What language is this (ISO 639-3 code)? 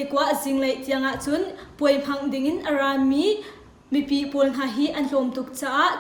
cnh